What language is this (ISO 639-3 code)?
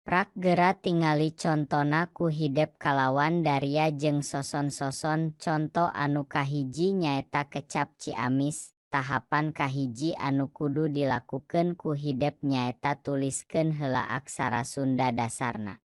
sun